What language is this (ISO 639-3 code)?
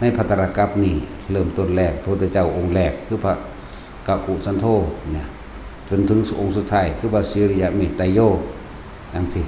tts